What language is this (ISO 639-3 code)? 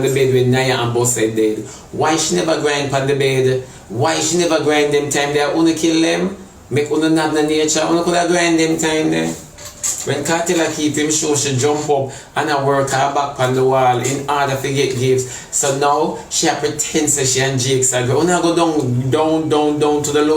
jam